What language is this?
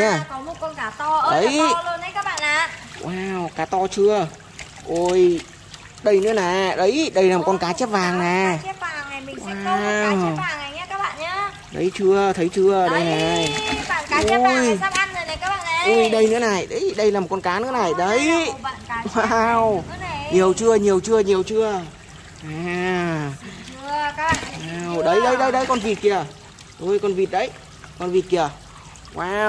Vietnamese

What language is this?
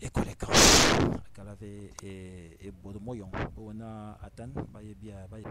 Fang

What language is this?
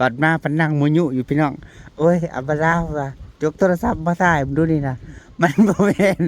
Northeastern Thai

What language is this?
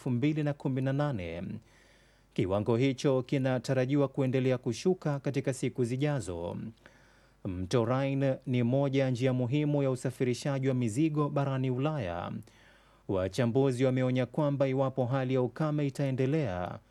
Swahili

